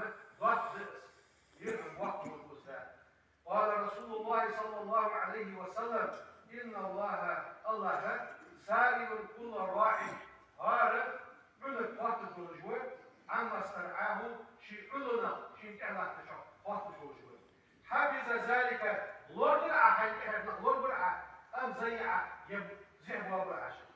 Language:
Ingush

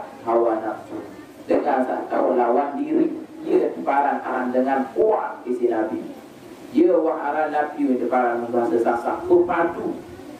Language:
Sasak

